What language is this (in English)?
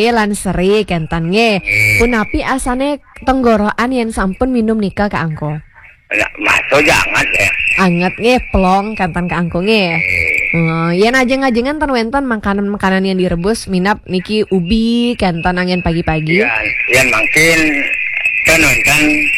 Balinese